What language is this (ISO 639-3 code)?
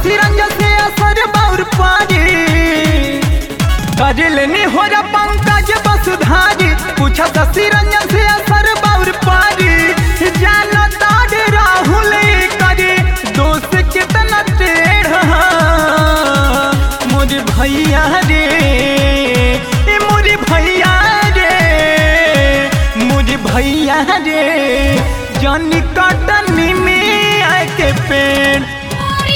bho